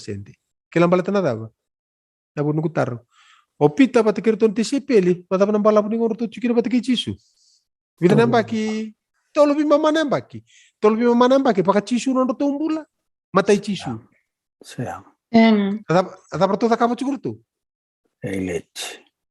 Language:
Fijian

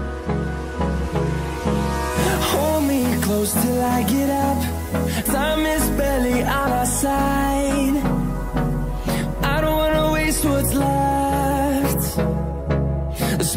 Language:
English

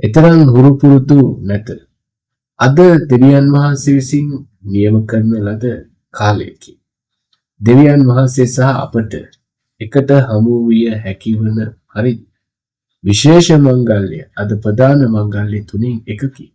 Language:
Sinhala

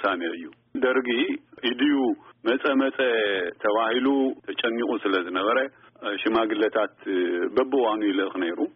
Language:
Tigrinya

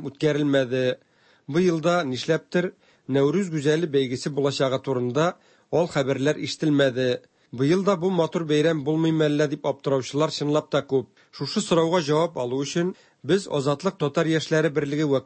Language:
Tatar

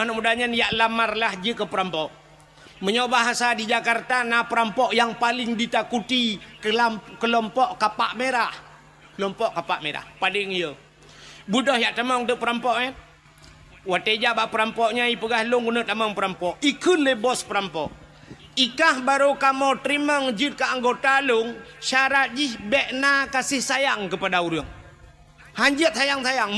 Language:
Achinese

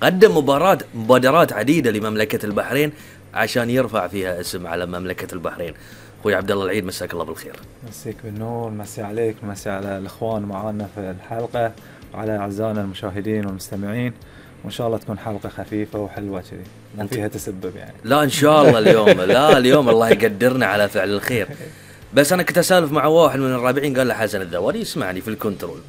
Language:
Gulf Arabic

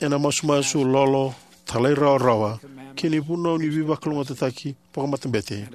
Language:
Fijian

